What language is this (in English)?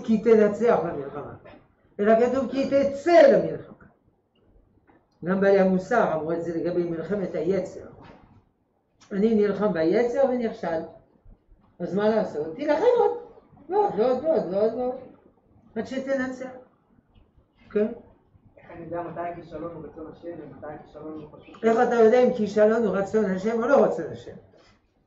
Hebrew